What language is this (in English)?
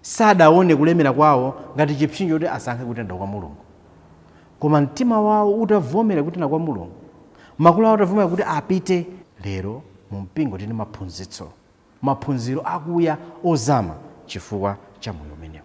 Nyanja